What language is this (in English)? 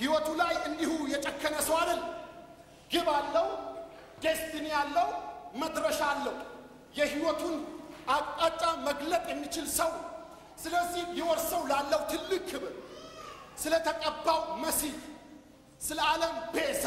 Amharic